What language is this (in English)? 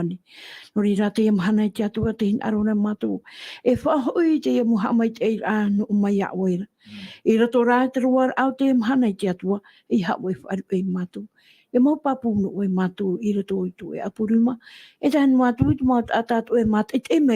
Tahitian